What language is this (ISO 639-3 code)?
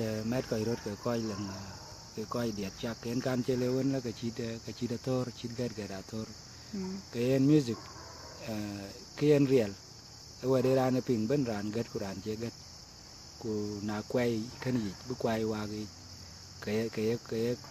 din